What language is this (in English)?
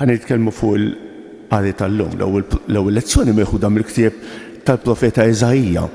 Maltese